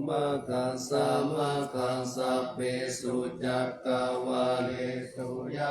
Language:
Pali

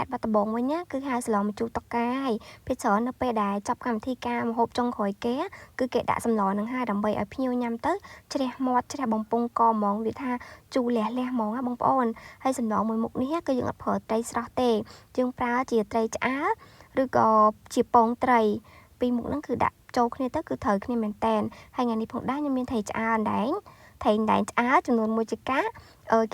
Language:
Khmer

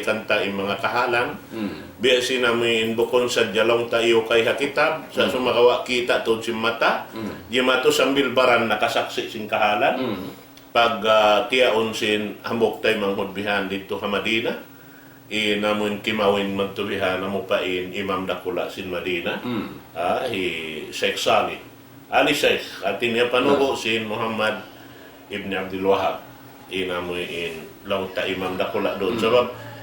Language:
Tausug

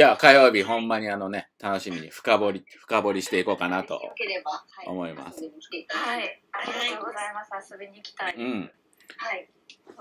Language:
Japanese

